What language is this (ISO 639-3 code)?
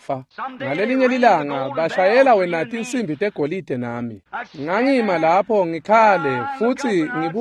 ssw